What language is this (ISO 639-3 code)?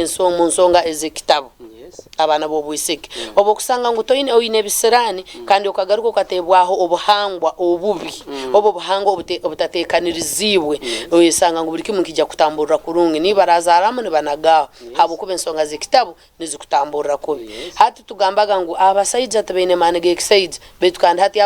nyn